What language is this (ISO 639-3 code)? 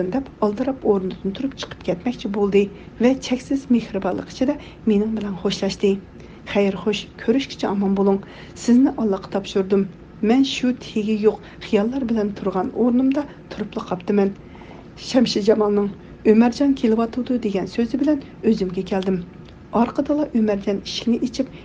uig